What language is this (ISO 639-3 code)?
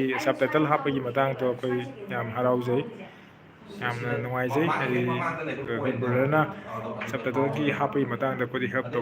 mni